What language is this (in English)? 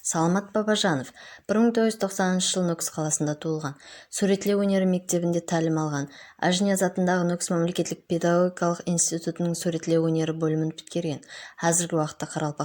Kara-Kalpak